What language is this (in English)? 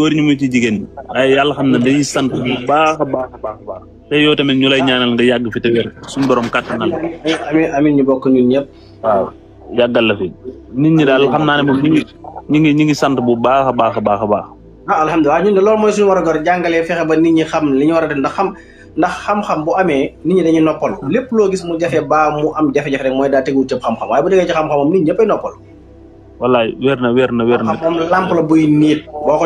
Wolof